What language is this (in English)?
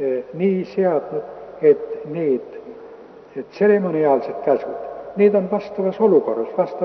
Estonian